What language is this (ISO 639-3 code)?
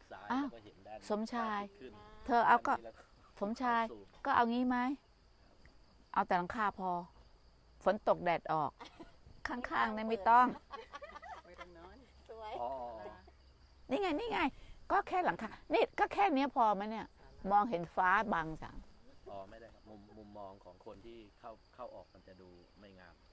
tha